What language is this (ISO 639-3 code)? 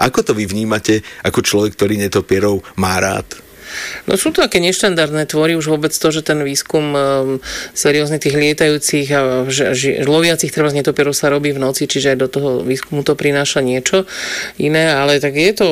slk